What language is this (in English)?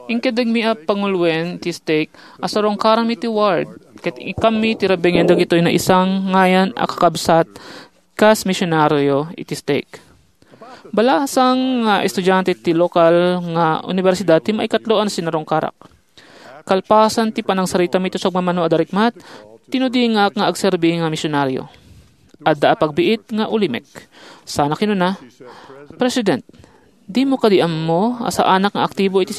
Iloko